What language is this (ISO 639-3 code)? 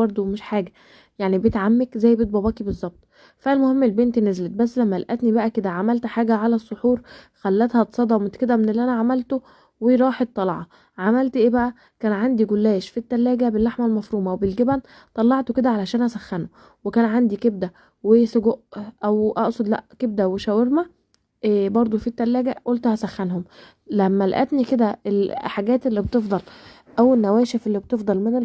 arz